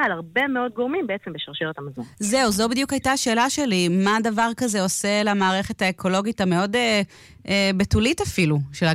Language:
Hebrew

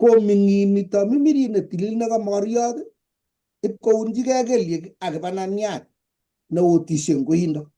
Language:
Kalenjin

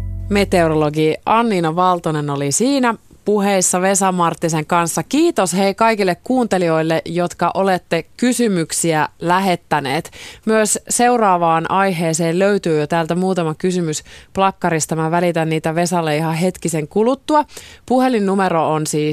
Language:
Finnish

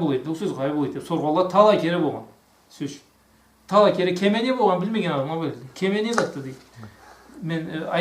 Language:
Karachay-Balkar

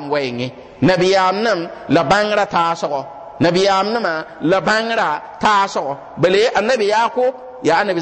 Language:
Mossi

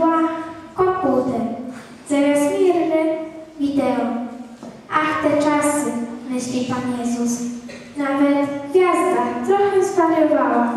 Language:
Polish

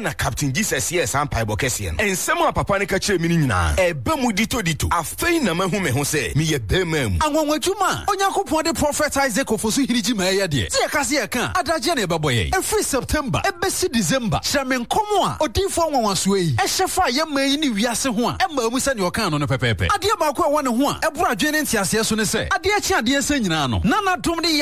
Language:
Akan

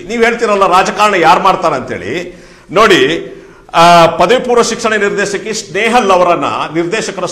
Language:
Kannada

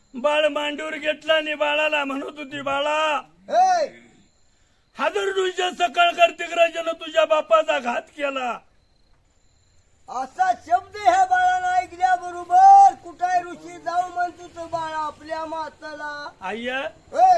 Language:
Marathi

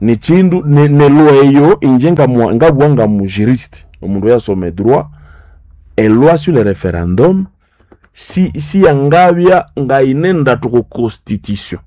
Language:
Nande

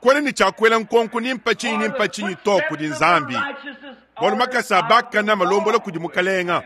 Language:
Luba-Lulua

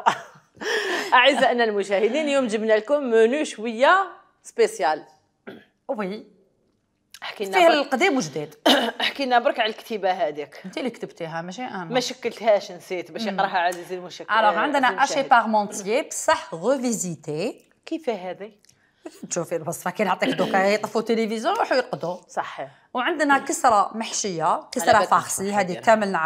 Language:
Algerian Arabic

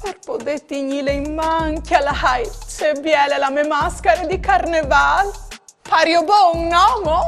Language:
Friulian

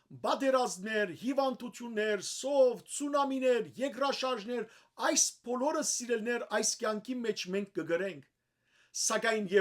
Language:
Western Armenian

